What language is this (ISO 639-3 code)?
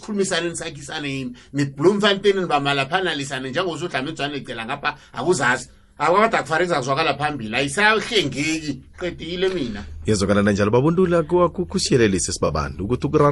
nbl